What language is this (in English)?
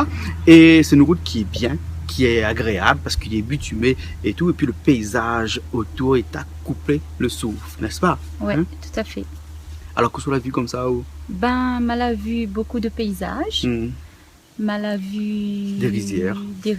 Réunion Creole French